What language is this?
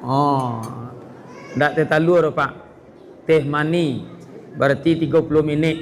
Minangkabau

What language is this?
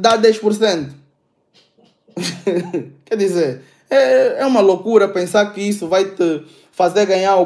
Portuguese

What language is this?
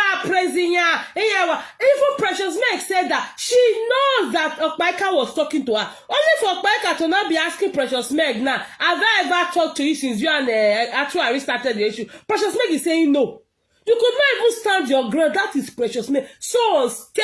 Nigerian Pidgin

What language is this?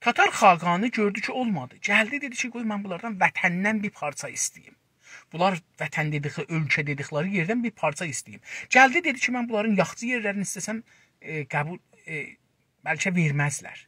South Azerbaijani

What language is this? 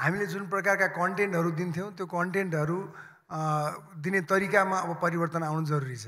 Nepali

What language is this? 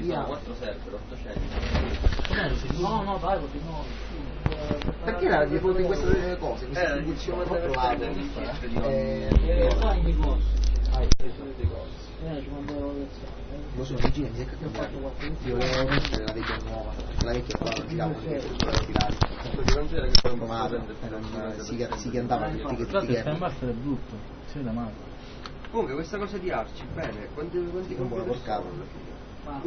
Italian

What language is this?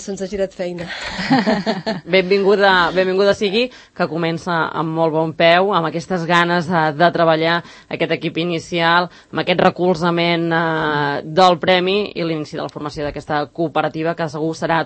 Catalan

